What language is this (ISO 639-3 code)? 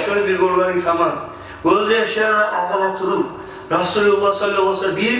kum